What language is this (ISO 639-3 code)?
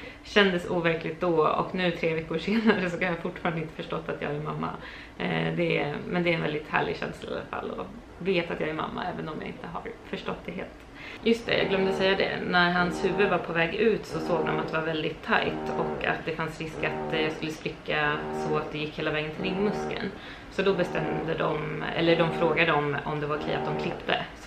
swe